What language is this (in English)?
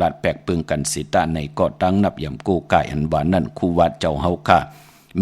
Shan